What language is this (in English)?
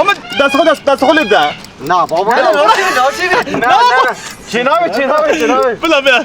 Kurdish